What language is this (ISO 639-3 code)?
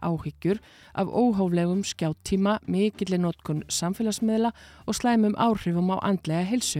isl